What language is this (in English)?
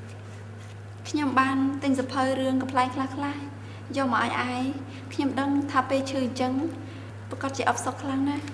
Khmer